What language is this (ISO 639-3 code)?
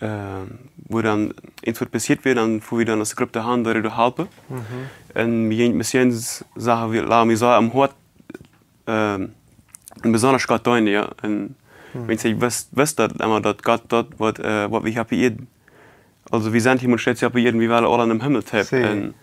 pdt